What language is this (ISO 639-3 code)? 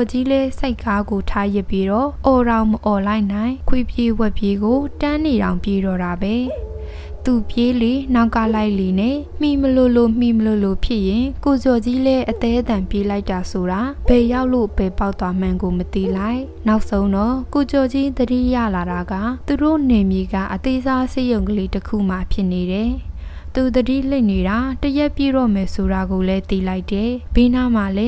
mya